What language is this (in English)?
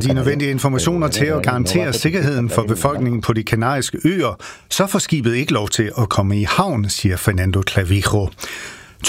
Danish